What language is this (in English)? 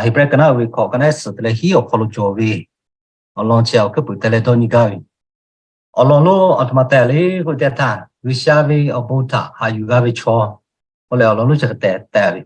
Lahu